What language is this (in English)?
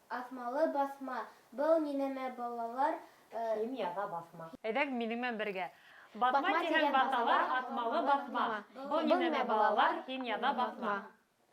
Bashkir